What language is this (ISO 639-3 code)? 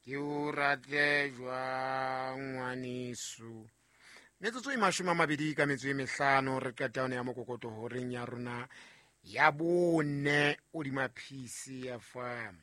sot